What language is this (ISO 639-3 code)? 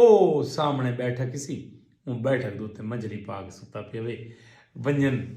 skr